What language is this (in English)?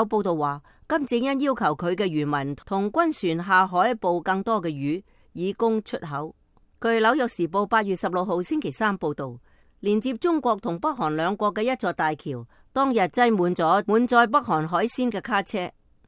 Cantonese